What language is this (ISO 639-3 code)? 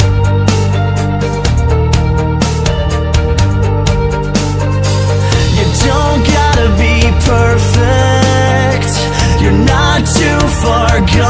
eng